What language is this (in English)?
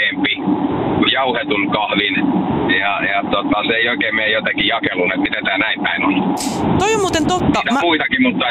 Finnish